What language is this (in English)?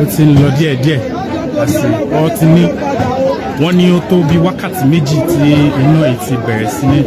Yoruba